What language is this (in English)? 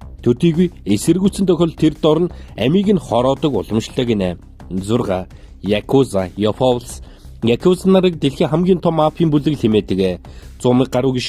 Mongolian